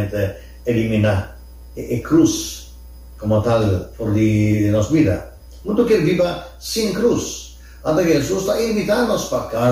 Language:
Papiamento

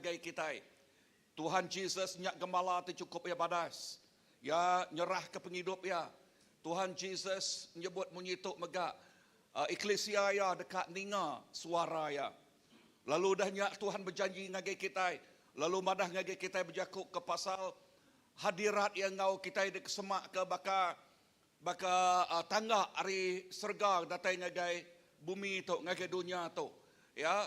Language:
Iban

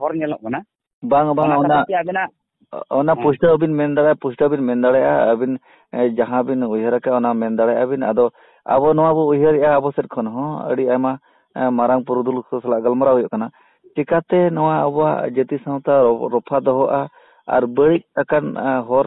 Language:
Santali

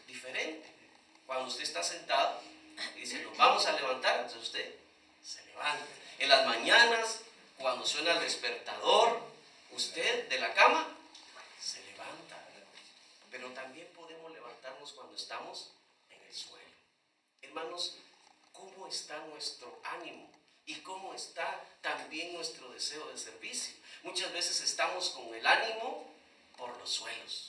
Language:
Spanish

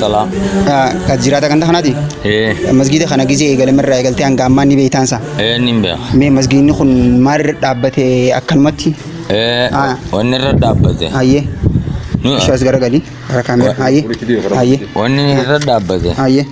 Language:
Oromo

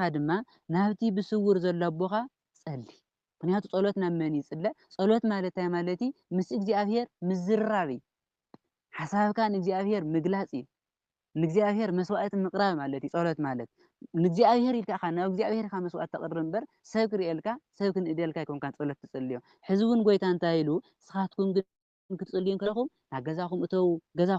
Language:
Tigrinya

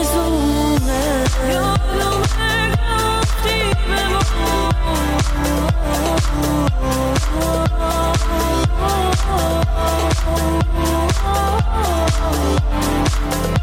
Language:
Persian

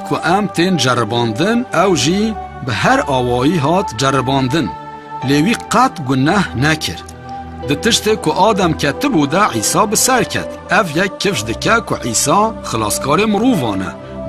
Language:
Kurdish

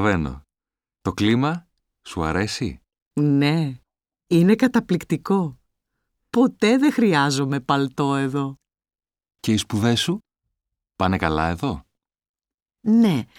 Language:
Greek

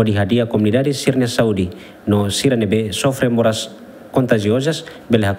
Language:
Tetum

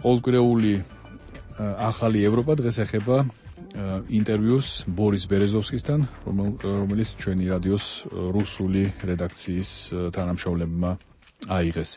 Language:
Georgian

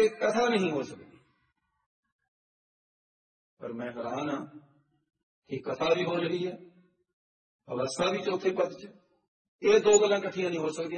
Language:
Punjabi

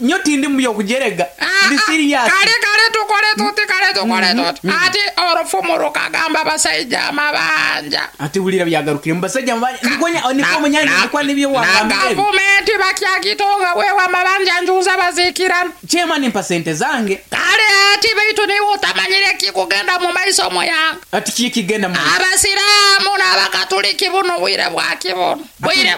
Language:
Nyoro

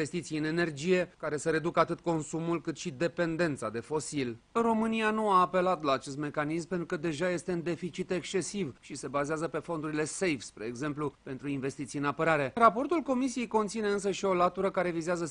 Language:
Romanian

